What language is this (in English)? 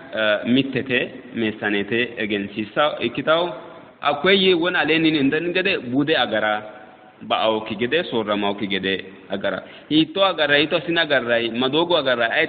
Sidamo